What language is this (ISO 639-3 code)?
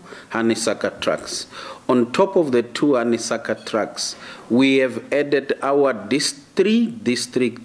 tso